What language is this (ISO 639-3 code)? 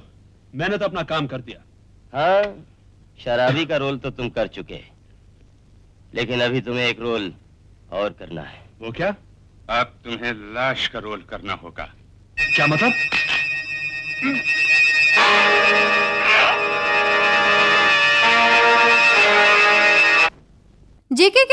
hin